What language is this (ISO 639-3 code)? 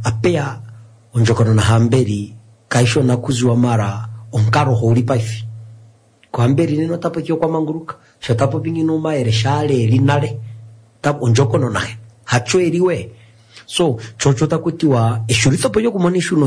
swa